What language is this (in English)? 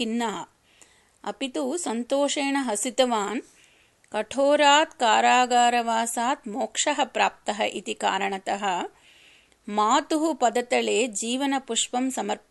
Sanskrit